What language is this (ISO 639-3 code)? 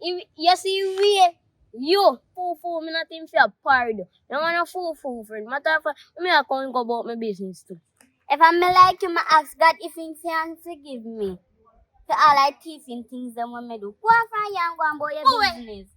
jam